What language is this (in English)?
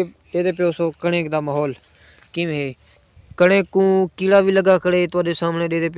Saraiki